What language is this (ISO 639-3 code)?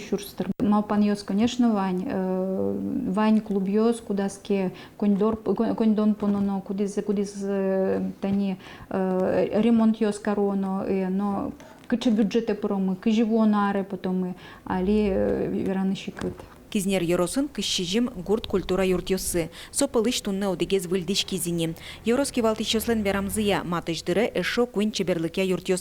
udm